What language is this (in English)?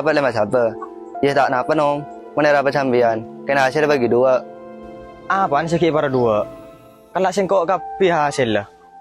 Madurese